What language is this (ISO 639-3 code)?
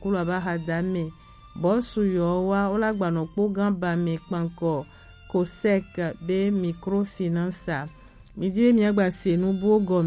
gej